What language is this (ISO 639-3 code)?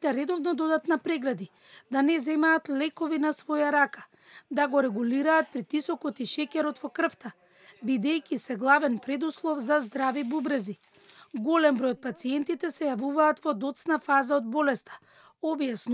mkd